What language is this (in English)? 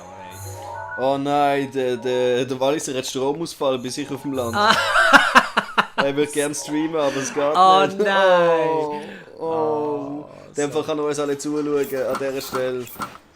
Swiss German